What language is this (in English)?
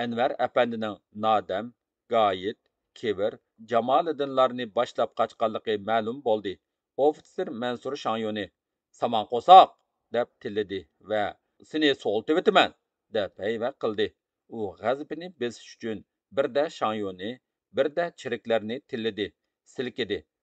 Uyghur